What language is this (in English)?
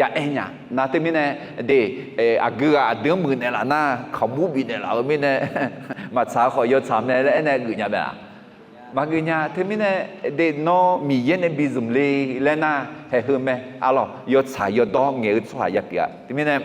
Akha